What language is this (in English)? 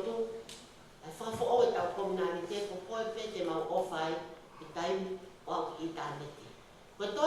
Tongan